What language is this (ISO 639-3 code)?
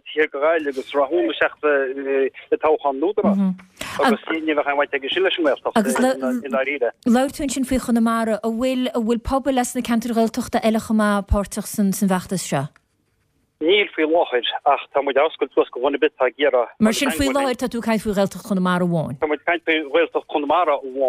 gle